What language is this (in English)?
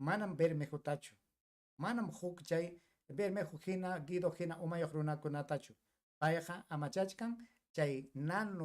Ayacucho Quechua